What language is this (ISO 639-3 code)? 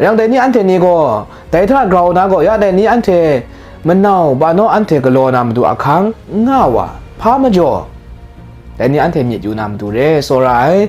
kac